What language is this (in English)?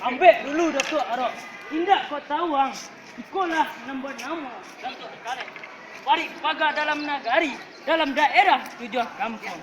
Minangkabau